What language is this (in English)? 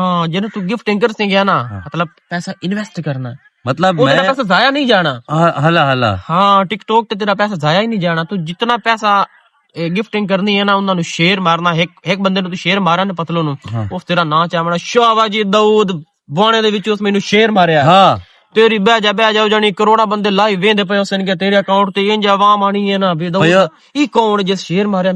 Western Panjabi